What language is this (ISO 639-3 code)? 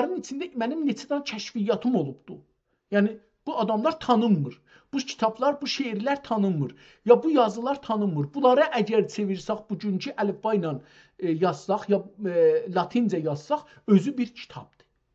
azb